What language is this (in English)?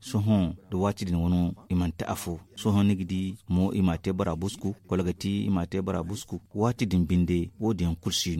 Zarma